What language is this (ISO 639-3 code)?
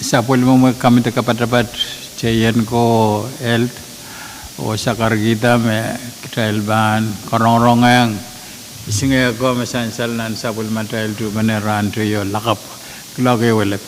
pon